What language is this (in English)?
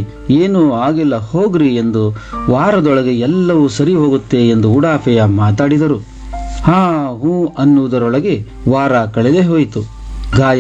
Kannada